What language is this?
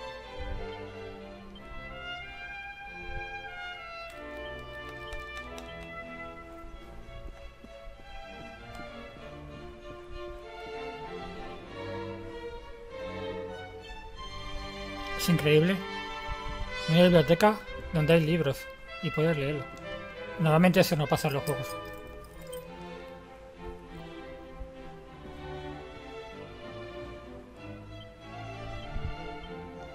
Spanish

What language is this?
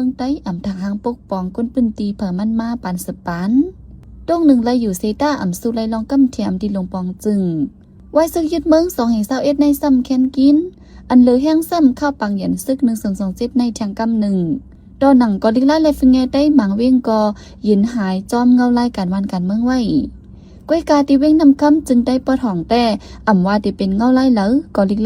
Shan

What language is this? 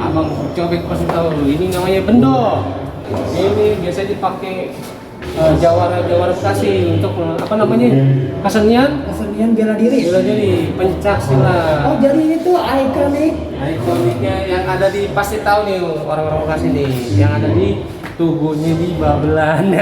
Betawi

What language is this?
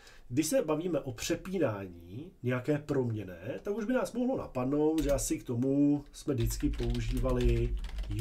Czech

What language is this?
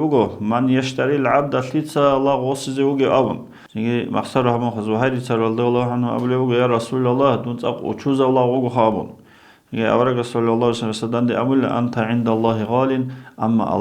Avaric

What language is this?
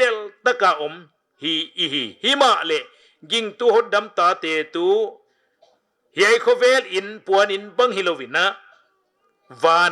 Paite Chin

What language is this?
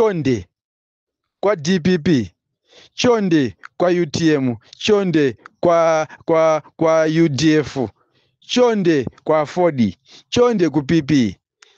Nyanja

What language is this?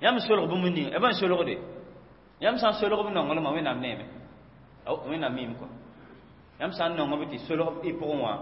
Mossi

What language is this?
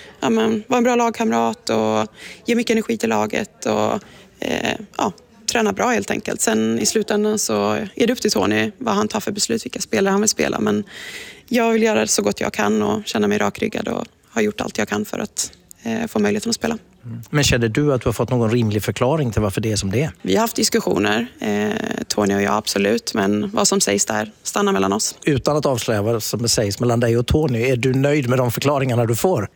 Swedish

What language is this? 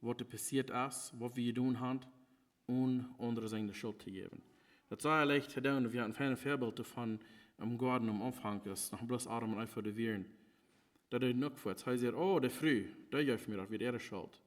Plautdietsch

